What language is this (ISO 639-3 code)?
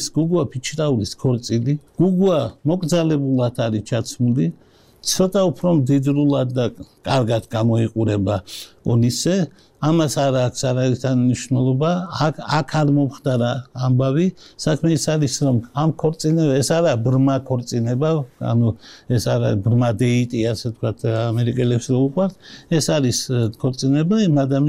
kat